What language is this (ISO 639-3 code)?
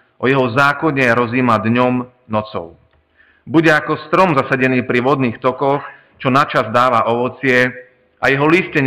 slk